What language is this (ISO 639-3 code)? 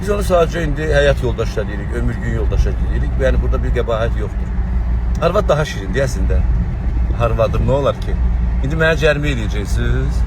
aze